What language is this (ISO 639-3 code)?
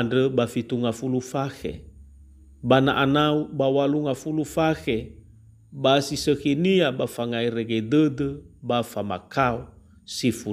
nia